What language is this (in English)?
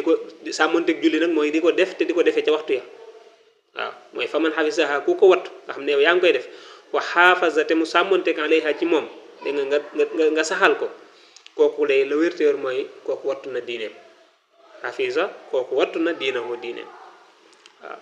Wolof